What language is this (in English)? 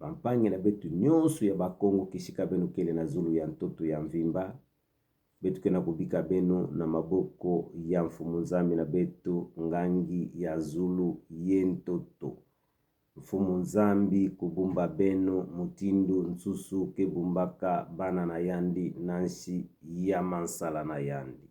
Kituba (Democratic Republic of Congo)